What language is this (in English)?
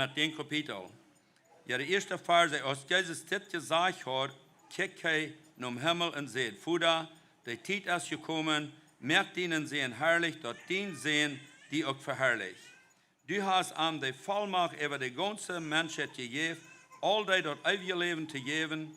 Plautdietsch